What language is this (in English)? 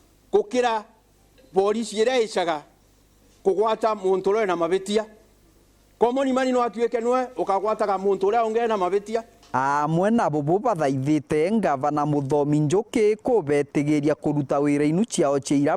Meru